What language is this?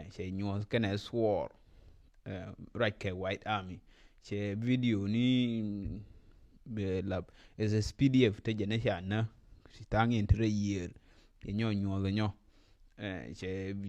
Nuer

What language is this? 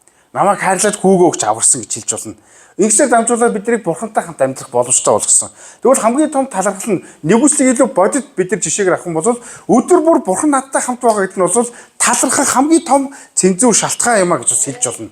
Mongolian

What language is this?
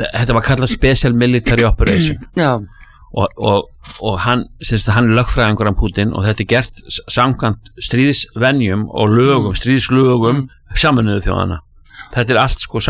Icelandic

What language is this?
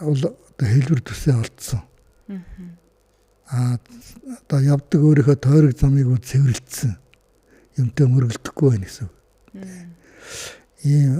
Mongolian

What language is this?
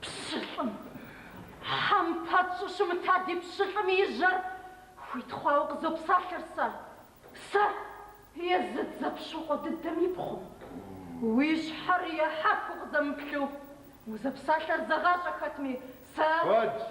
Kabardian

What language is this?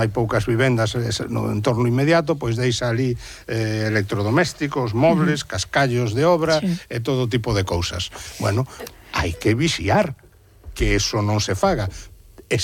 Galician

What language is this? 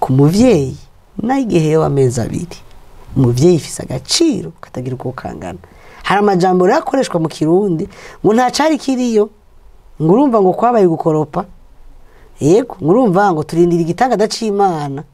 Rundi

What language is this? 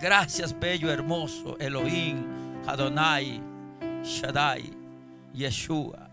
Chimborazo Highland Quichua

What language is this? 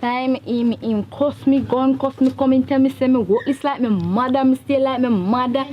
Jamaican Creole English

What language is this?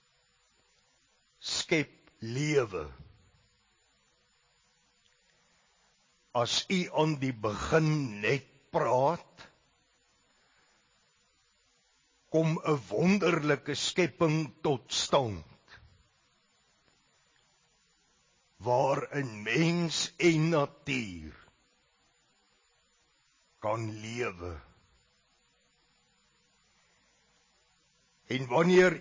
Afrikaans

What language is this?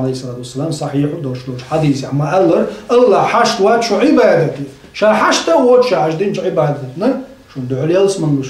Chechen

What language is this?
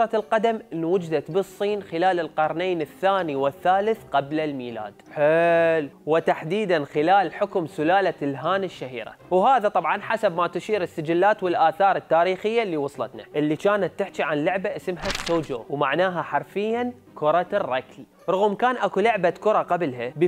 Mesopotamian Arabic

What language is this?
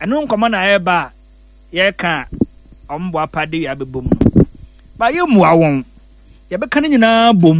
Akan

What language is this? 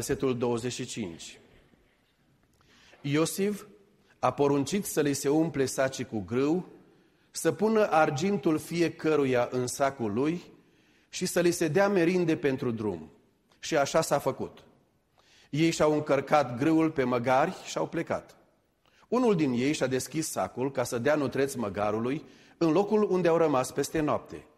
Romanian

